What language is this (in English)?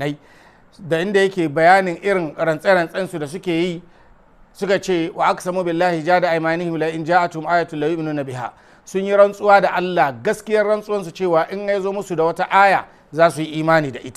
Hausa